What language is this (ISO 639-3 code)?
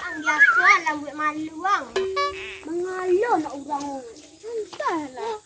min